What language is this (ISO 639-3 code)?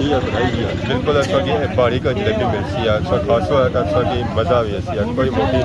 phr